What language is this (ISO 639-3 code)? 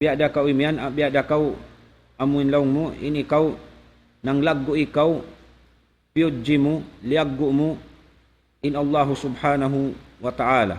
tsg